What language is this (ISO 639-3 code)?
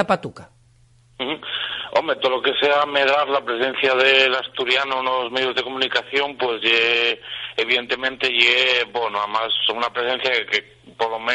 ast